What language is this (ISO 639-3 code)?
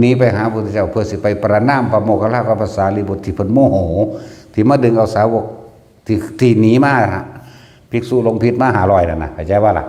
lao